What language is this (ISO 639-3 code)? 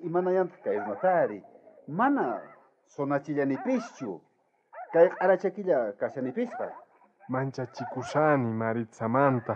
quh